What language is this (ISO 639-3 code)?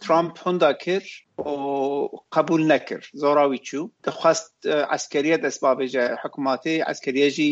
kur